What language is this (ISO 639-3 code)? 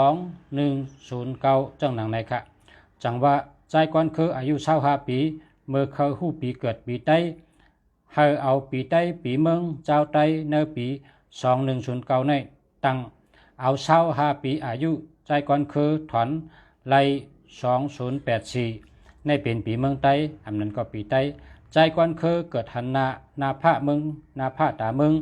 shn